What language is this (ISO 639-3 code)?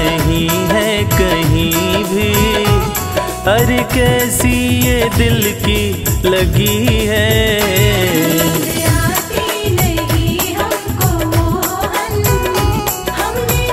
hin